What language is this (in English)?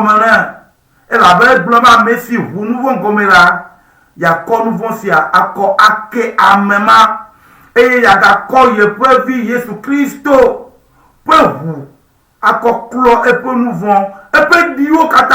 Ewe